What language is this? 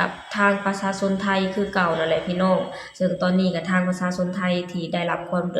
Lao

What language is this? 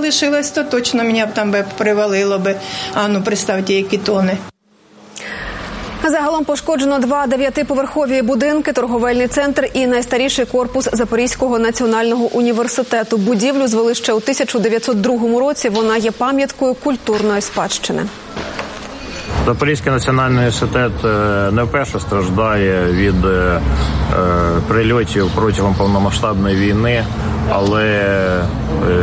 Ukrainian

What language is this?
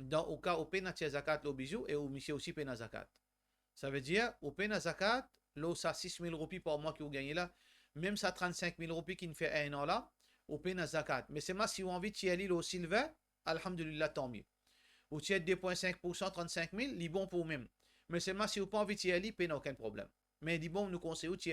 Morisyen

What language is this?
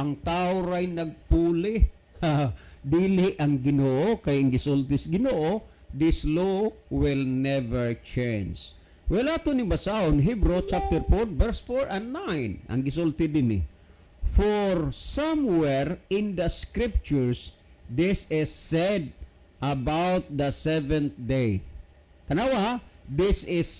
Cebuano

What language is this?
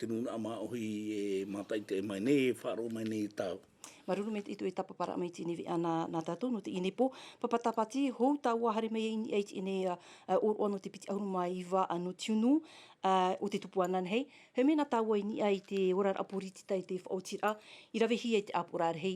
Tahitian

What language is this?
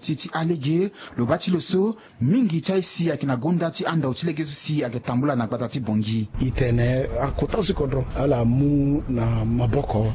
Sango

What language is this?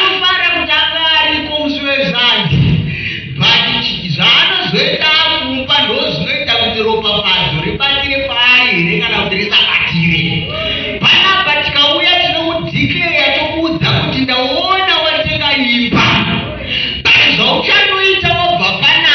Shona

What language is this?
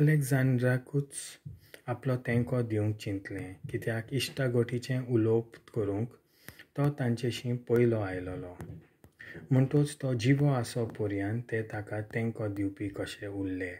Konkani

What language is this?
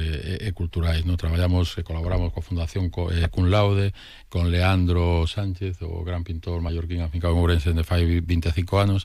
Galician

